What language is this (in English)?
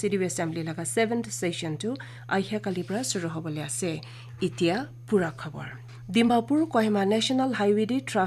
Naga Pidgin